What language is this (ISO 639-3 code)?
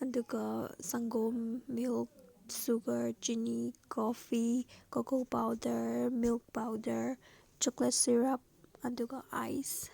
mni